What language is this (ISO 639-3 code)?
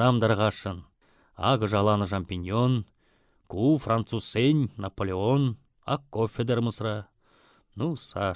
chv